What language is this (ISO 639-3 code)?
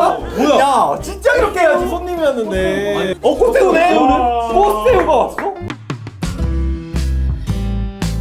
kor